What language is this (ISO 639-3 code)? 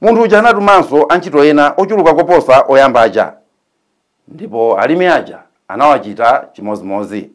nya